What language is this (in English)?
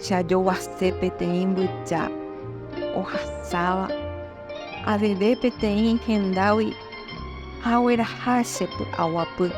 Guarani